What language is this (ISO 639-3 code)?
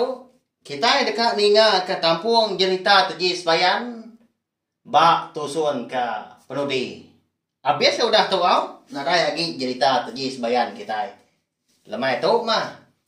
iba